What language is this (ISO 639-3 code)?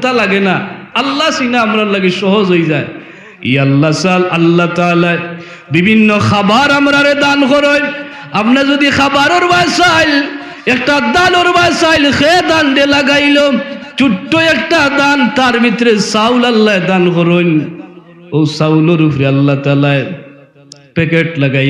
syl